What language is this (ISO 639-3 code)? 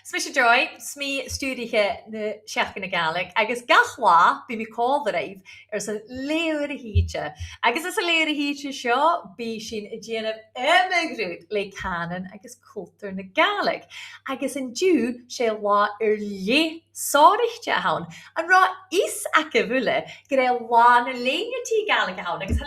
gla